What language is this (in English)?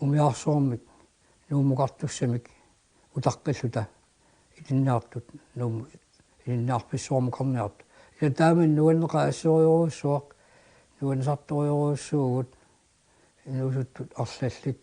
Kalaallisut